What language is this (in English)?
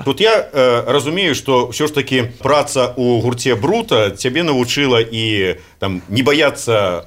Belarusian